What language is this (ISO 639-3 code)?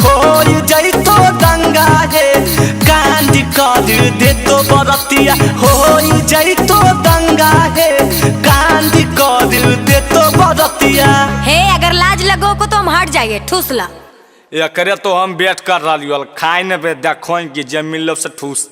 mag